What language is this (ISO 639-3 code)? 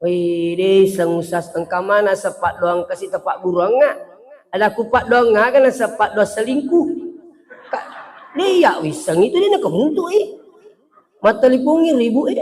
bug